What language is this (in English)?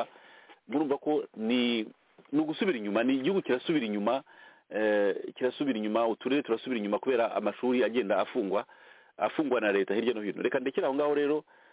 Kinyarwanda